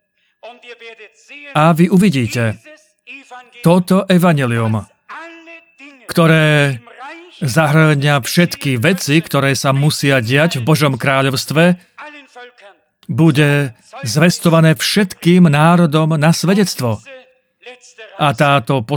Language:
Slovak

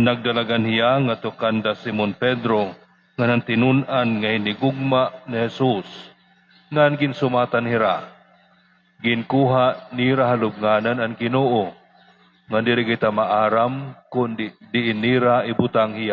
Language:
Waray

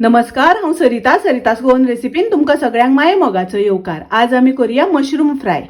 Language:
Konkani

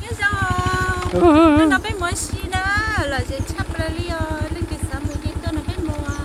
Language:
Hmong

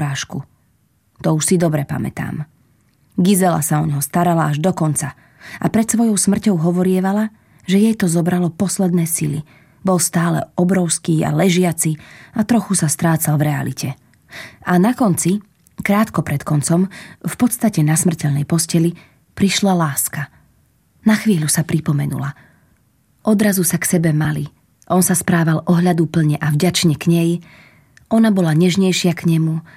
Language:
Slovak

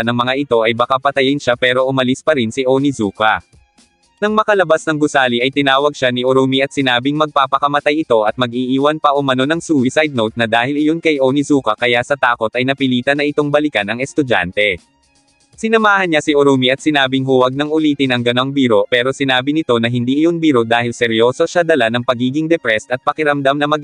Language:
Filipino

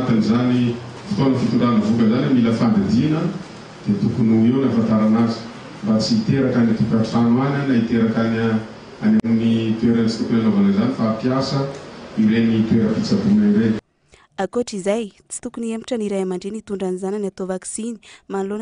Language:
Malagasy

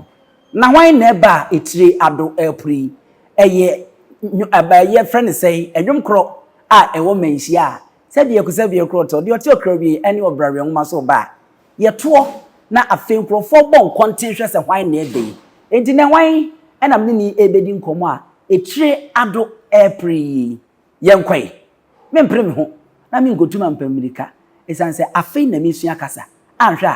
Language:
Akan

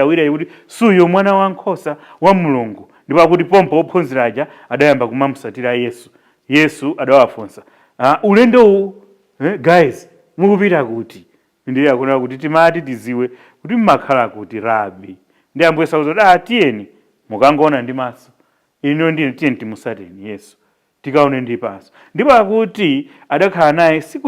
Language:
Nyanja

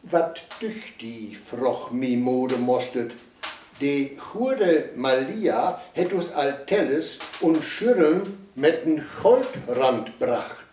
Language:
Westphalien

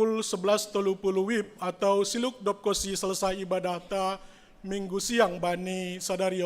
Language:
Batak Simalungun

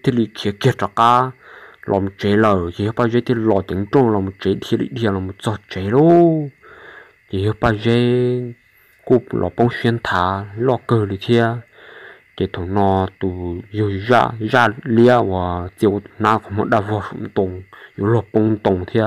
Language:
Hmong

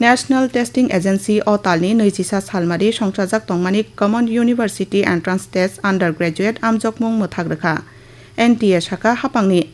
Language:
Kok Borok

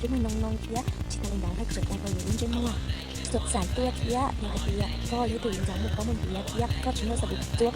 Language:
Hmong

